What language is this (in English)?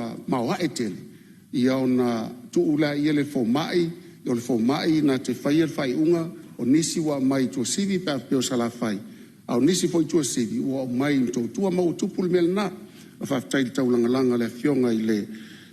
Samoan